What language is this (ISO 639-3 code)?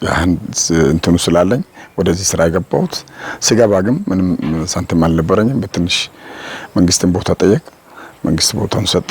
amh